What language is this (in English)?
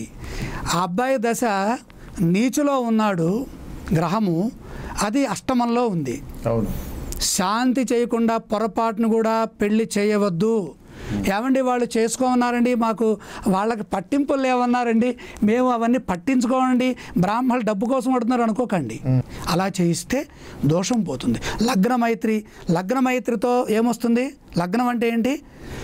Telugu